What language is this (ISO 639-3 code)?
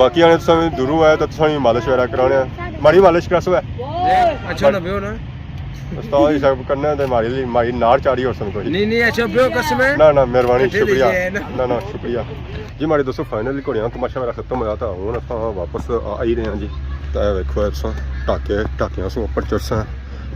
phr